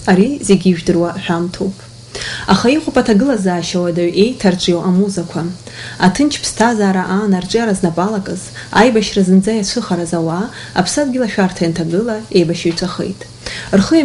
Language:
Abkhazian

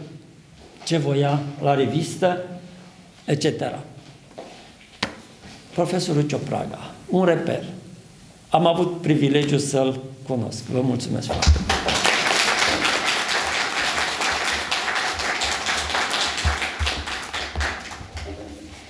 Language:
Romanian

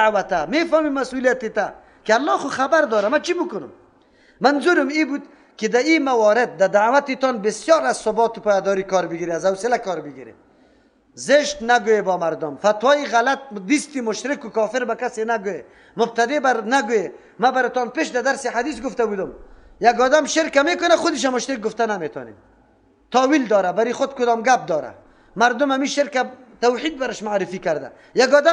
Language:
Persian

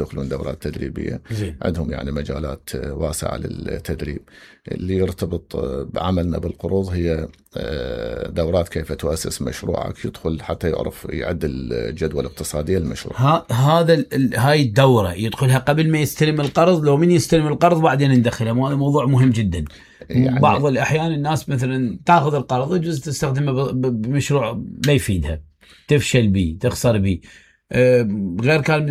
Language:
Mesopotamian Arabic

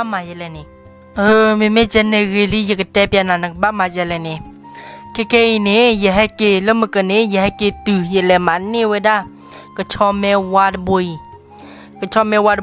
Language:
S'gaw Karen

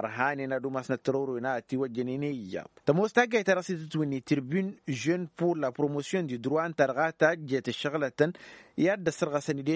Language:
Tamasheq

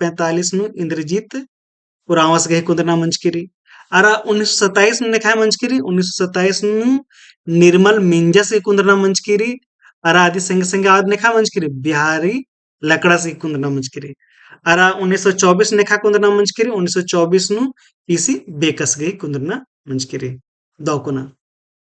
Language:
Kurukh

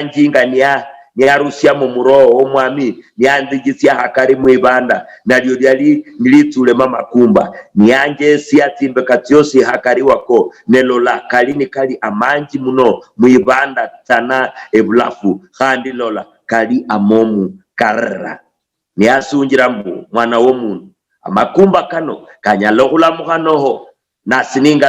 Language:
Luyia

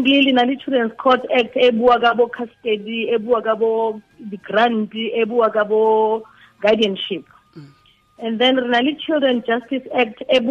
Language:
Tswana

